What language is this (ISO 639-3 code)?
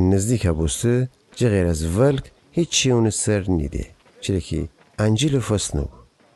glk